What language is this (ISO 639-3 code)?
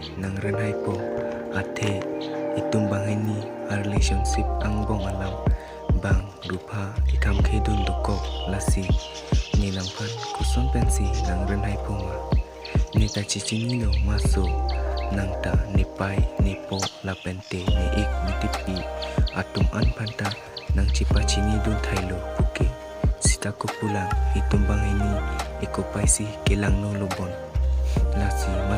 mjw